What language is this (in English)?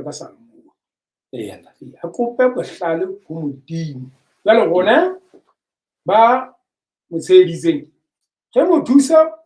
Southern Sotho